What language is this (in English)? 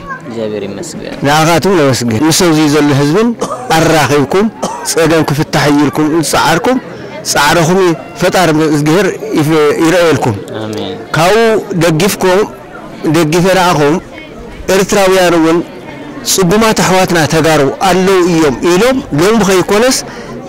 Tigrinya